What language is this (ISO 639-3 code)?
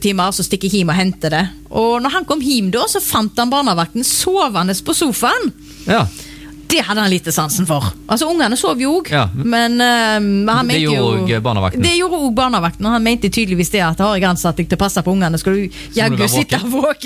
nor